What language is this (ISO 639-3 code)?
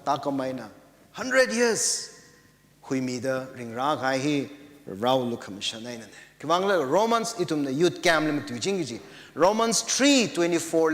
nmf